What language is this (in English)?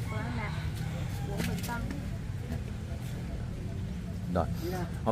Vietnamese